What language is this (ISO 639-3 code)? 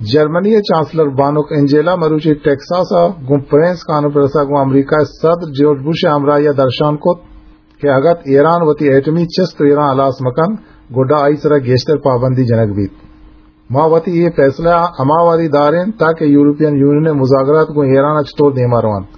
bgp